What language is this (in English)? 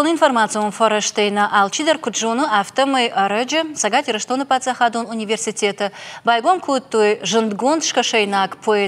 Ossetic